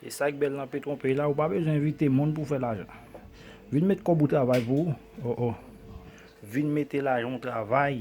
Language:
Haitian Creole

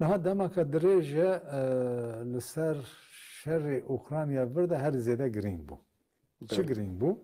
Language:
Kurdish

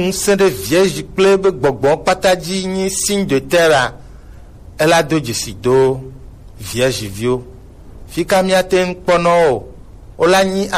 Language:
Gen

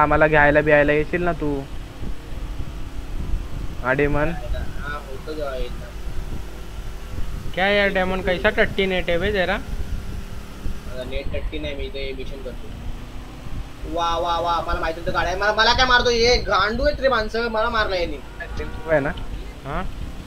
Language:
Marathi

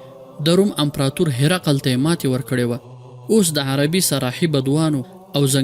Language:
Pashto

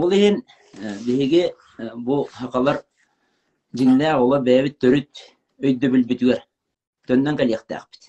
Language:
Yakut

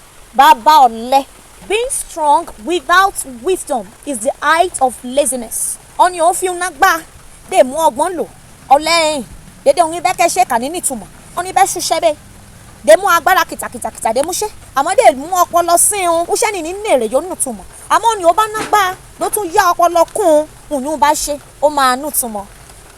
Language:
Yoruba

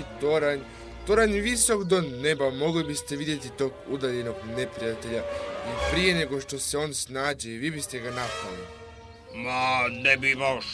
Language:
Croatian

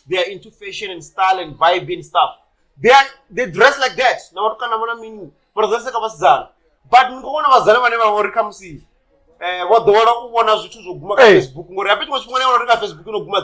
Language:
Venda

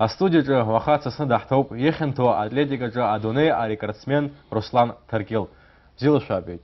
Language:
Abkhazian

